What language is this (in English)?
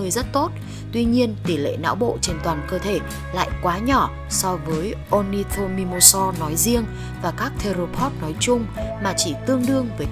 Vietnamese